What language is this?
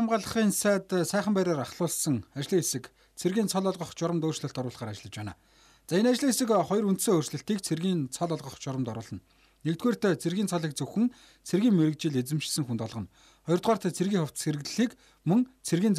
Mongolian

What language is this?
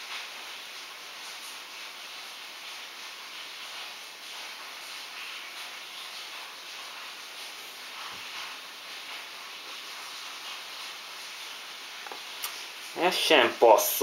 Hungarian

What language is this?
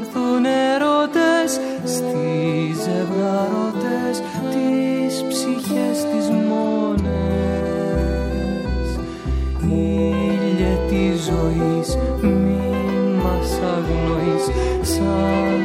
Greek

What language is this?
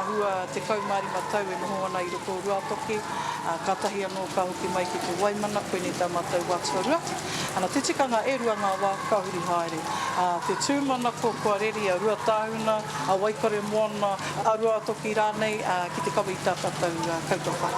Māori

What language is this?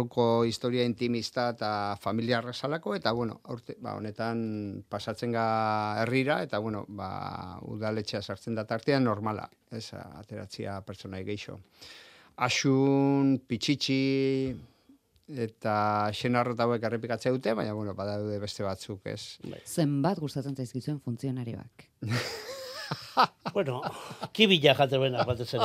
Basque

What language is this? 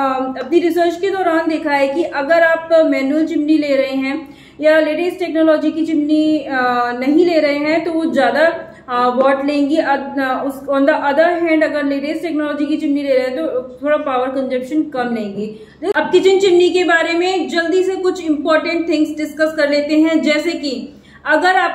Hindi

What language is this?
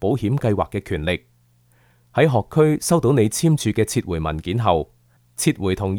Cantonese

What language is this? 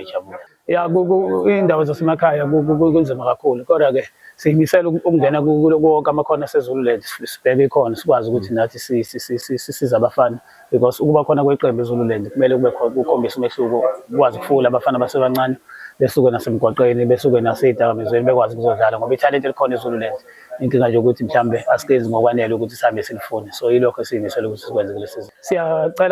Zulu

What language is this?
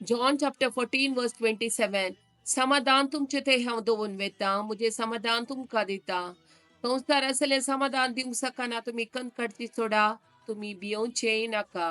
Konkani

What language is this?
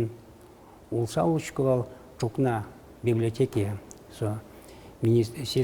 Udmurt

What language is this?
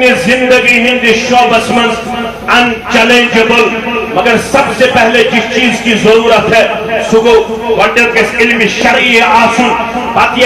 Kashmiri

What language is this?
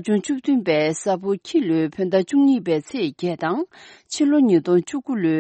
Tibetan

